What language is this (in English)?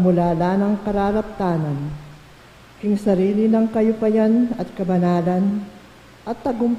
Pampanga